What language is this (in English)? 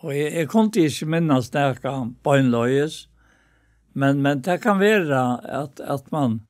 Faroese